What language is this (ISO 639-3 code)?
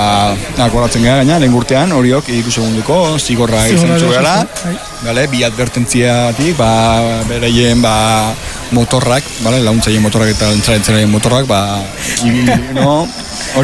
eus